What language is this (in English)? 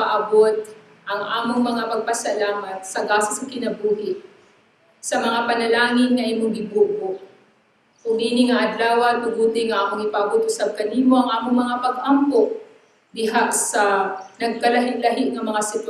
Cebuano